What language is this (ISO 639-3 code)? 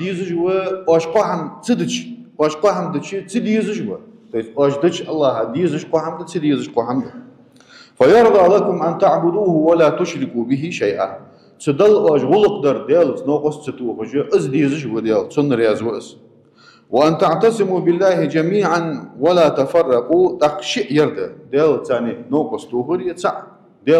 inh